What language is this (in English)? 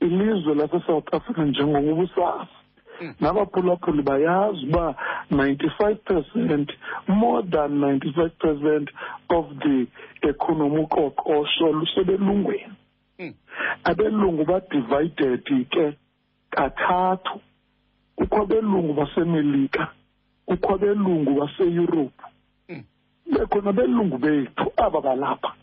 Xhosa